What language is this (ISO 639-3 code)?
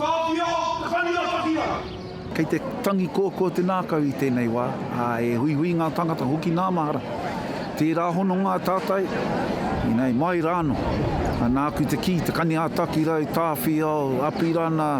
mri